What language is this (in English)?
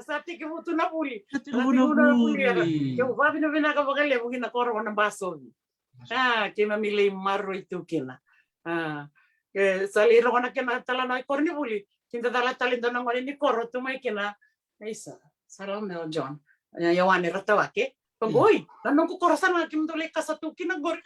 Fijian